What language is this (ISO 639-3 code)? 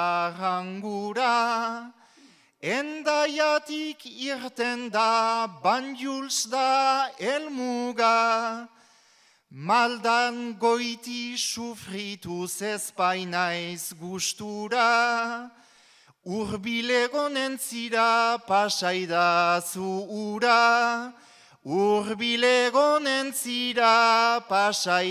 eus